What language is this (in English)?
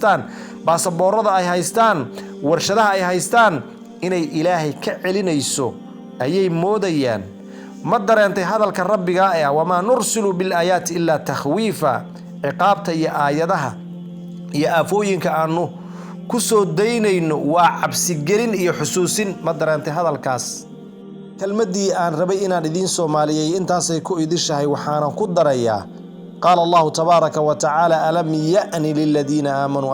Somali